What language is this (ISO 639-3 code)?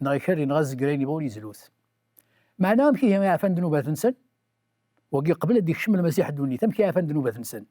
kab